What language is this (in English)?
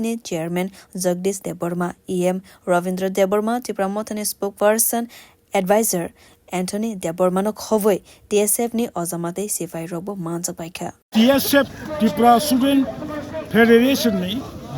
Kok Borok